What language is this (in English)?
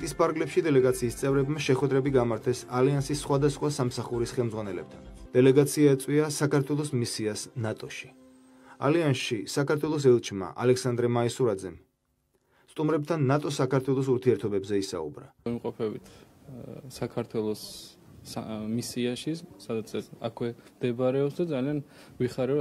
Georgian